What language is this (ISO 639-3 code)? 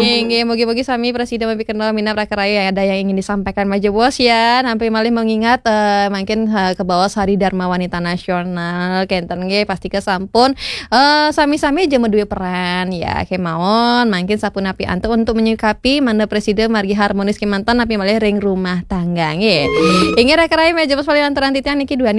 ban